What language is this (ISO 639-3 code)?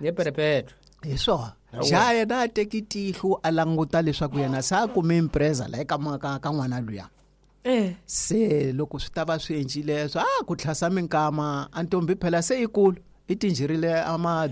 tso